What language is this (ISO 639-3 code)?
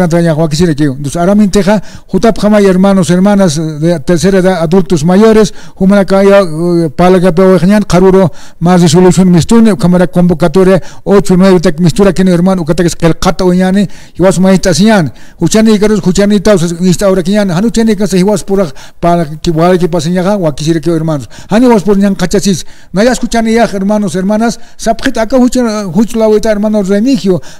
aym